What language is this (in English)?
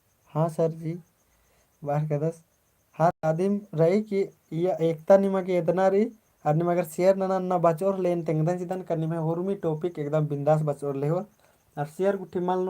Kurukh